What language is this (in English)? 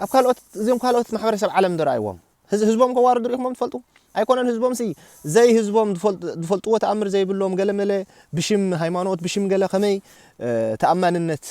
Tigrinya